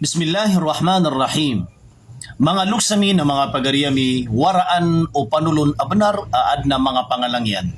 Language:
Maranao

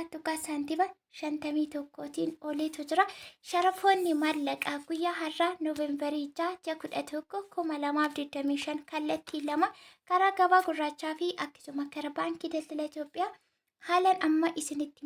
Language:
Oromo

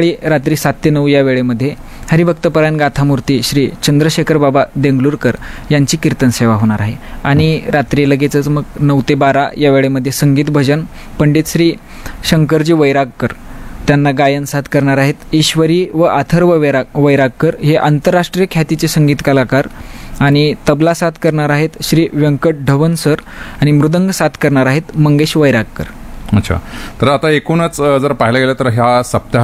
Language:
Marathi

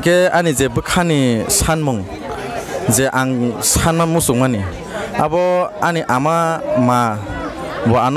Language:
Kok Borok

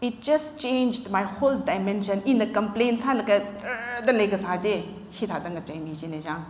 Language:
Tangkhul Naga (India)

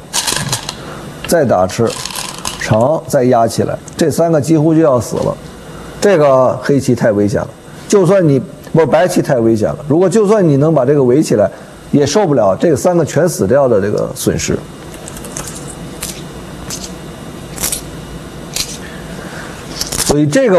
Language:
Chinese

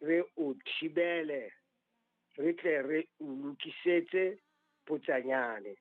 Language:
Southern Sotho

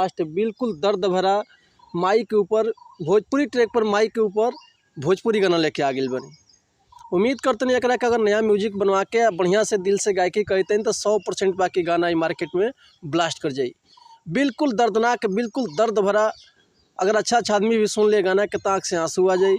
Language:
Bhojpuri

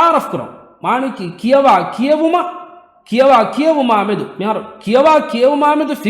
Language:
Divehi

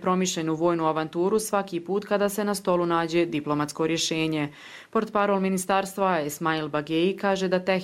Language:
Croatian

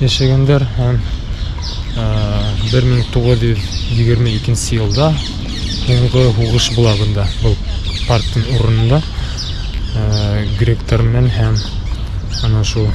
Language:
Bashkir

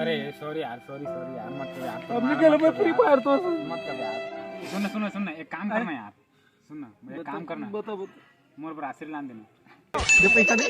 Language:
Chhattisgarhi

